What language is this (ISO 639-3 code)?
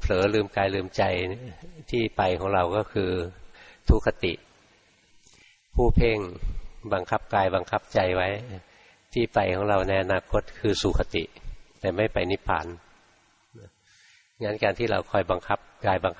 tha